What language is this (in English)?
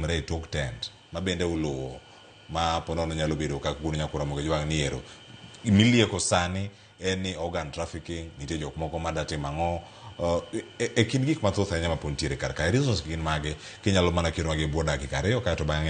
Luo (Kenya and Tanzania)